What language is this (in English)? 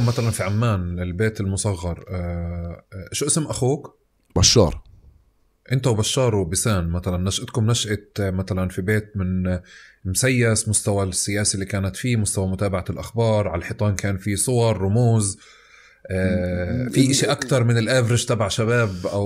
North Levantine Arabic